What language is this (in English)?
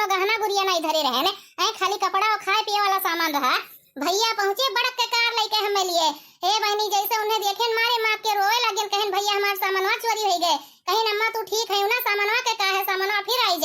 Awadhi